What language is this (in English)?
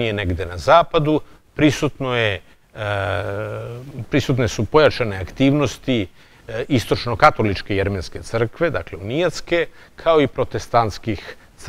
Serbian